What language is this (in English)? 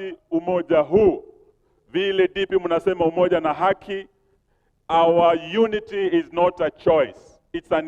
Kikuyu